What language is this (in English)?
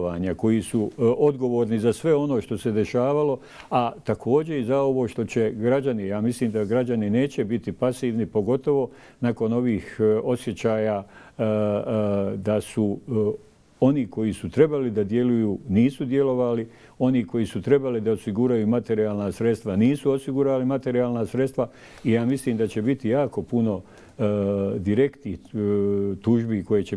Bosnian